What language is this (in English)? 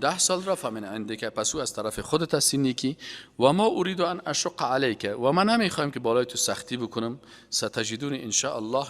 Persian